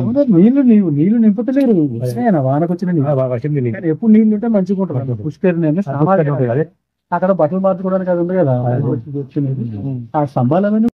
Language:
Telugu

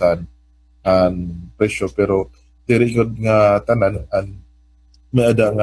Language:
Waray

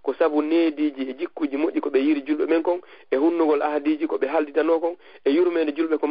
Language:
Fula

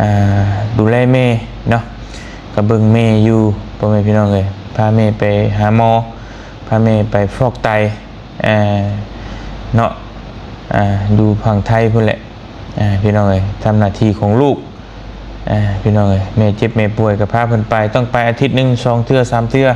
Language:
Lao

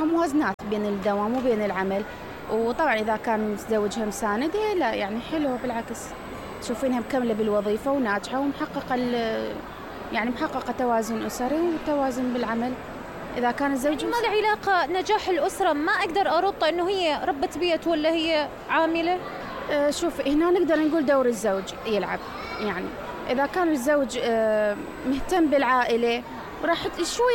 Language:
Mesopotamian Arabic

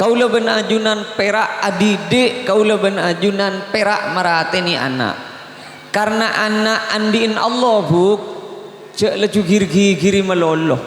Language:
Madurese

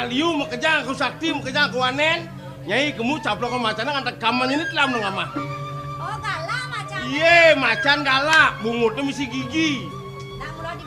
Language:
Balinese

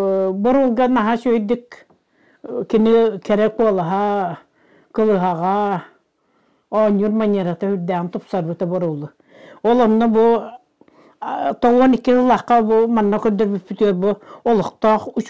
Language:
Yakut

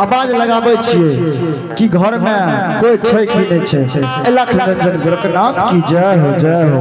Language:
Angika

